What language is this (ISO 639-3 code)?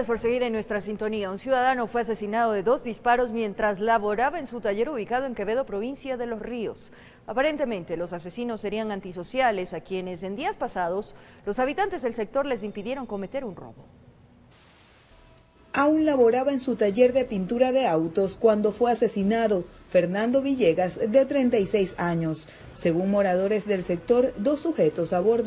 spa